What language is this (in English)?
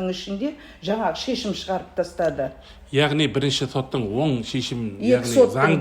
Kazakh